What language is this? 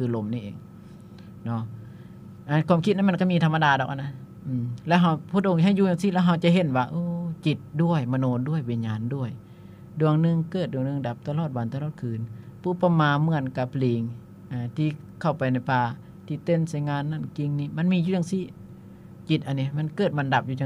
Lao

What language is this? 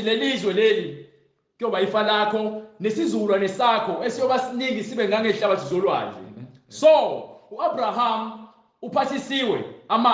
Zulu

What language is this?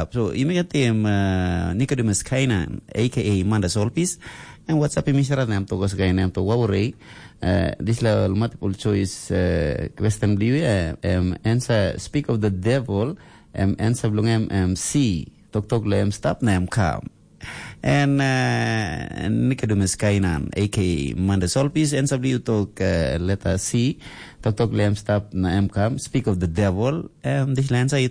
Tok Pisin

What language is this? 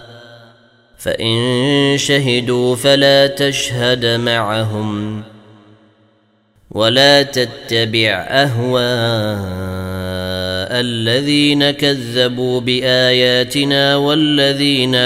Arabic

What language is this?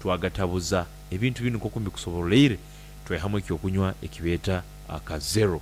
Nyankole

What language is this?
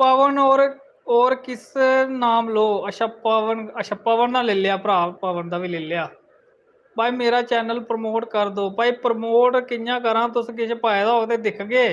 Dogri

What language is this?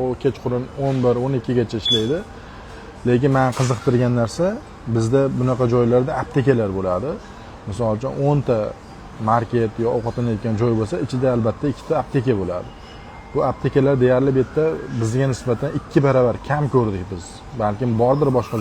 Uzbek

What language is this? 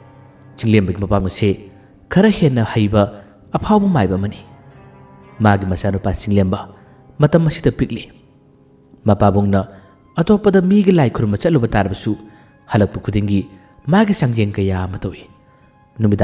Manipuri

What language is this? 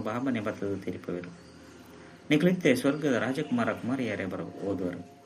Tulu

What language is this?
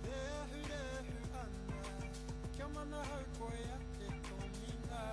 Māori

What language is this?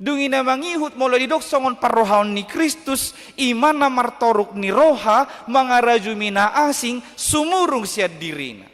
Batak Toba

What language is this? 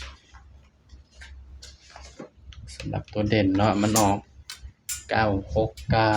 Northeastern Thai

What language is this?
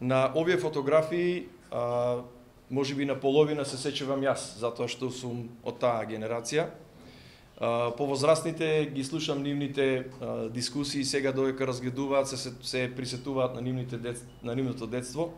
Macedonian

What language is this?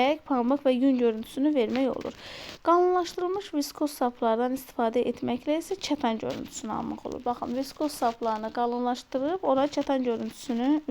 Azerbaijani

